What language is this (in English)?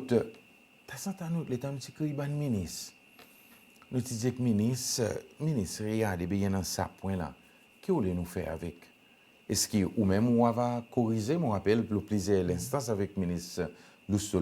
Seselwa Creole French